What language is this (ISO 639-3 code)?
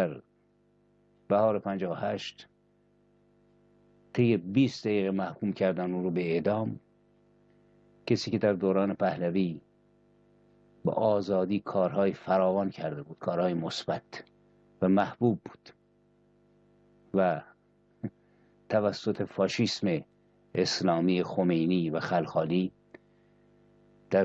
fas